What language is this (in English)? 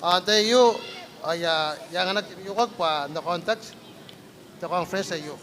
Gilbertese